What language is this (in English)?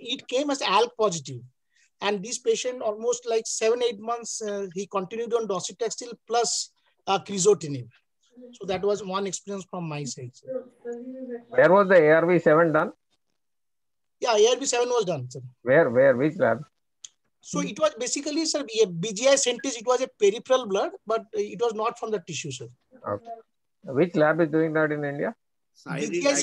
English